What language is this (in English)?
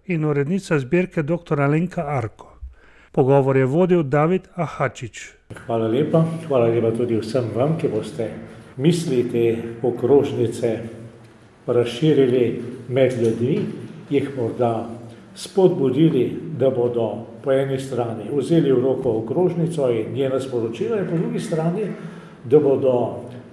Slovenian